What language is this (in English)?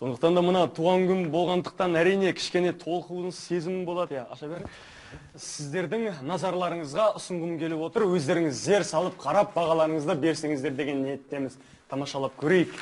Kazakh